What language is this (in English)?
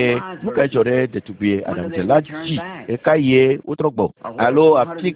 Ewe